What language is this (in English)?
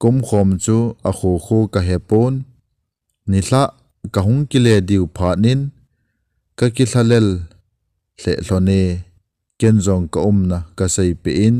Thado Chin